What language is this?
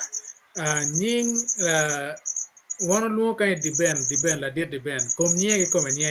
Acoli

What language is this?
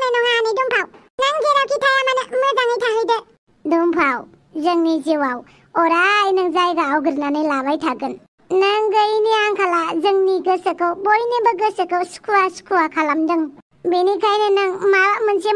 Bodo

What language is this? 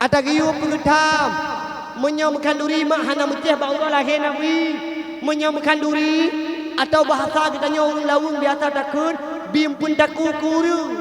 Achinese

